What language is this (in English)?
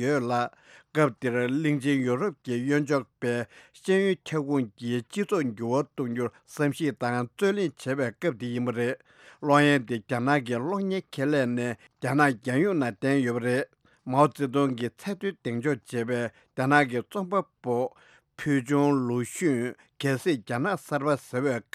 Tibetan